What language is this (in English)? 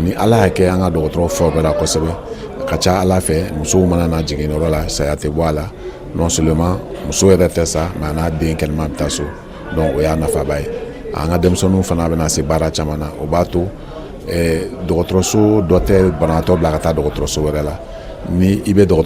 Bambara